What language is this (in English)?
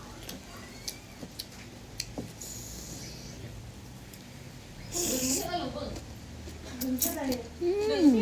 Lao